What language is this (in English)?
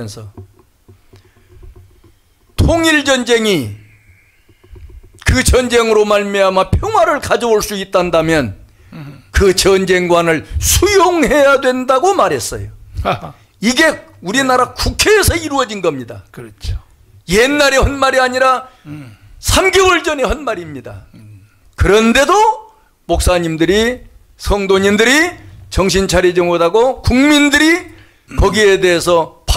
Korean